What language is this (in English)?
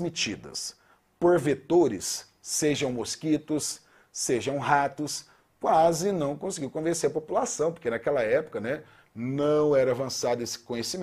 Portuguese